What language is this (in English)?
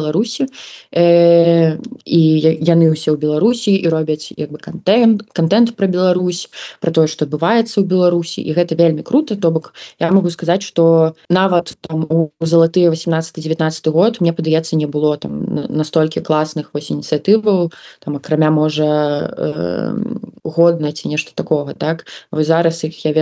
Belarusian